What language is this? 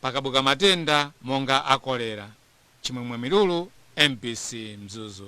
Nyanja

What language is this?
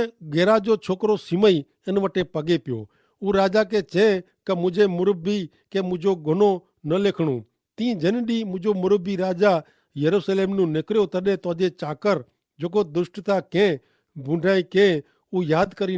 Kachhi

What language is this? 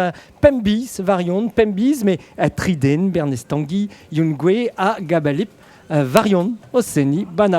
Breton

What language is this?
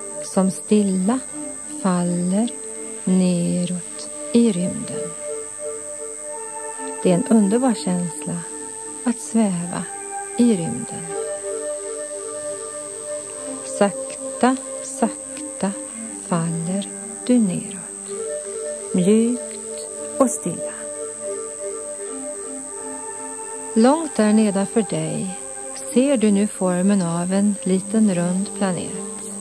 Swedish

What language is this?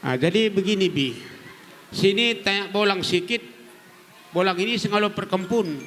Batak Karo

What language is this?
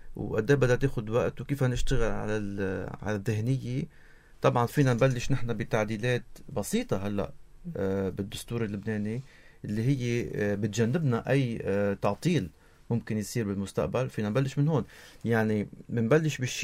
North Levantine Arabic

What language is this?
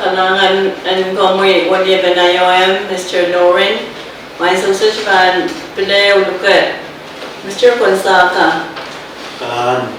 Pohnpeian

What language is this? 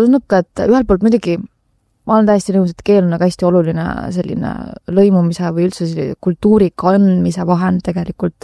Estonian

